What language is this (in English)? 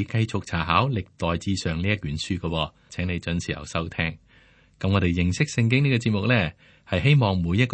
Cantonese